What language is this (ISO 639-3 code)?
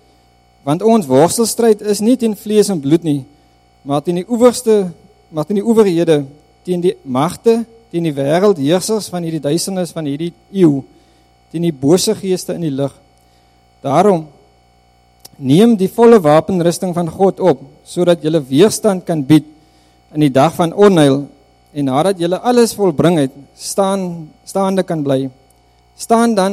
afr